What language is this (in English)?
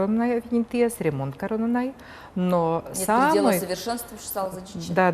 Udmurt